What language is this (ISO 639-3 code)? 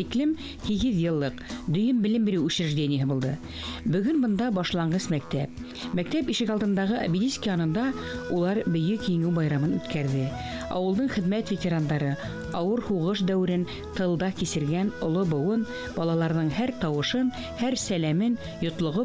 bak